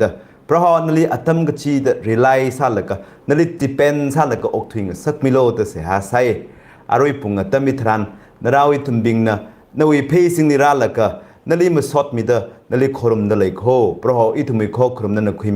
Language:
Tangkhul Naga (India)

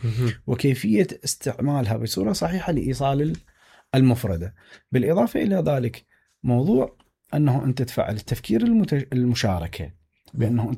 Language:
Mesopotamian Arabic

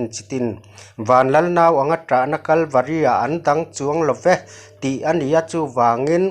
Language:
Mizo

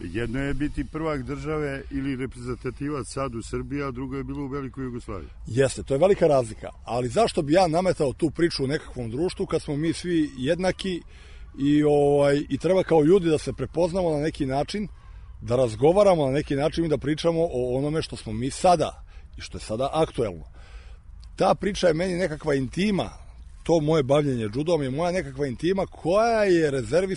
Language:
Serbian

